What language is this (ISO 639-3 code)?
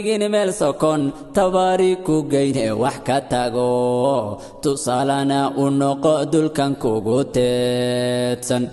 som